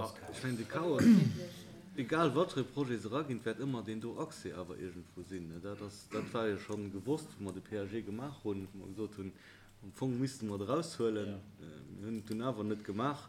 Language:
Luxembourgish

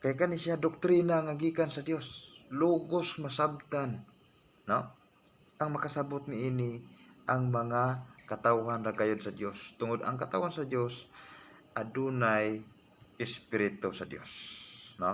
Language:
Cebuano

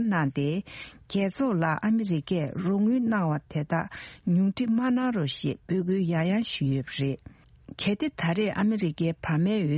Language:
Tibetan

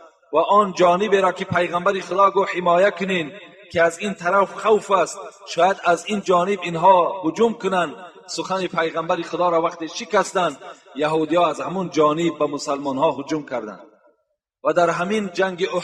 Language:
Tajik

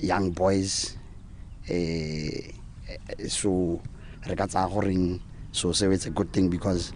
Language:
Tswana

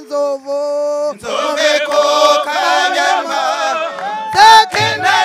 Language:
Kinyarwanda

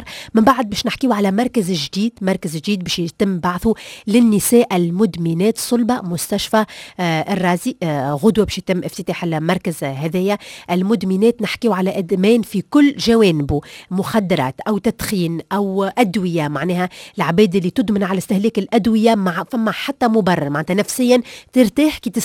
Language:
Tunisian Arabic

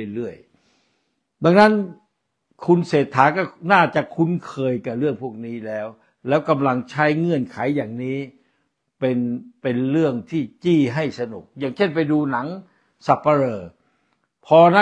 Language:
Thai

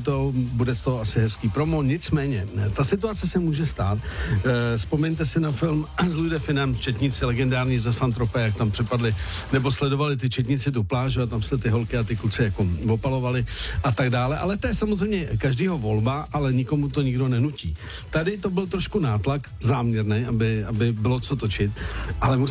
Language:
Czech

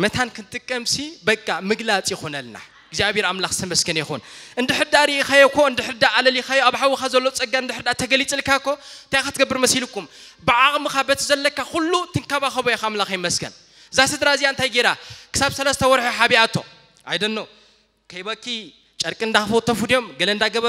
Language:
Tigrinya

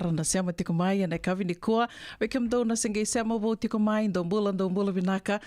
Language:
Fijian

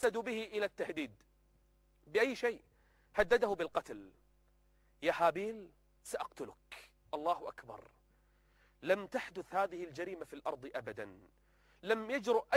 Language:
Arabic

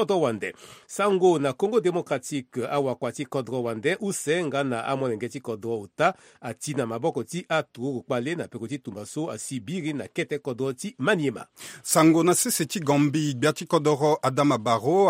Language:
Sango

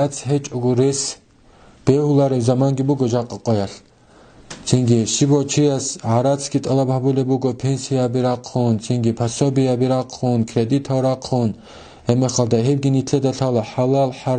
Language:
Avaric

